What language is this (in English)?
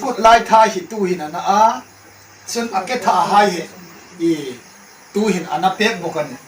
Hmar